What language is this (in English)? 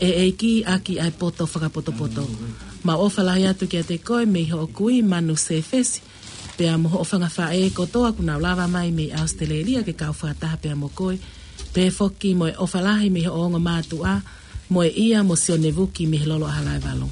Tongan